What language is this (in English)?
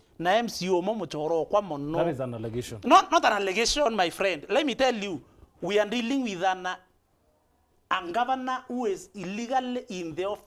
Meru